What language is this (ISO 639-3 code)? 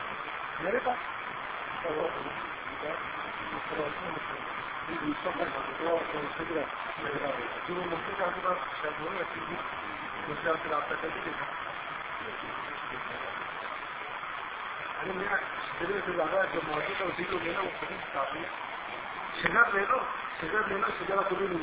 urd